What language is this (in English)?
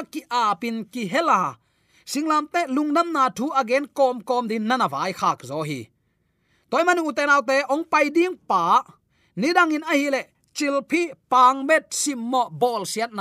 Tedim Chin